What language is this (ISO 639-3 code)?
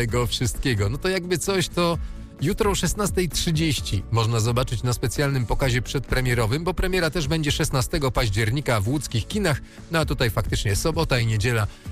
pol